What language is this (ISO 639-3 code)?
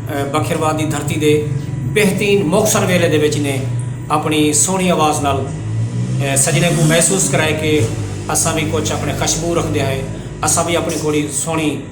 skr